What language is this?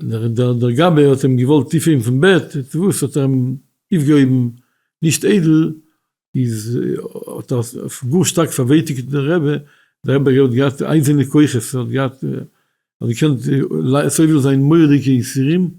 Yiddish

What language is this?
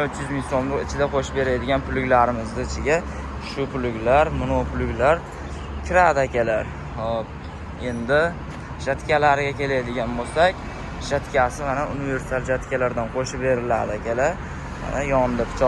Uzbek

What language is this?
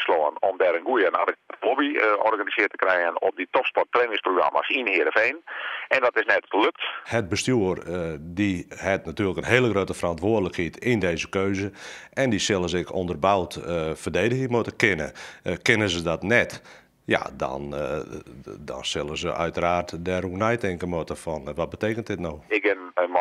Western Frisian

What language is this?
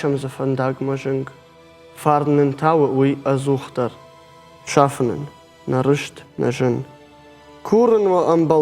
Ossetic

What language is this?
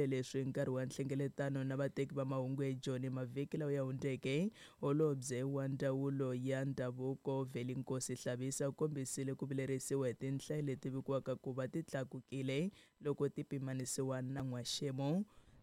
Tsonga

